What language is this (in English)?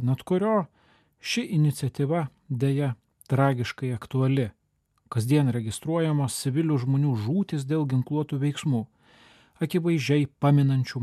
Lithuanian